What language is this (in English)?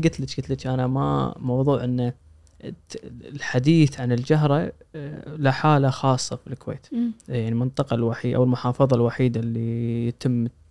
Gulf Arabic